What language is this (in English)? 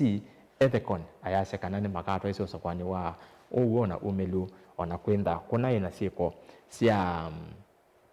Kamba